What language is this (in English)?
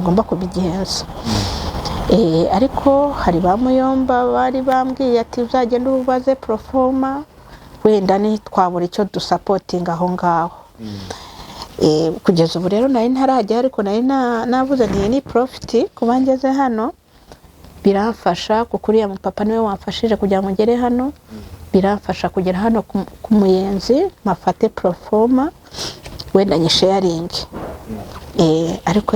Kinyarwanda